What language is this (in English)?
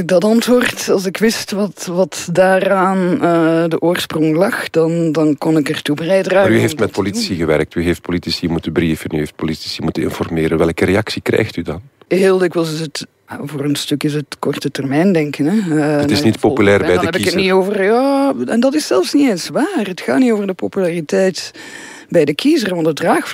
Dutch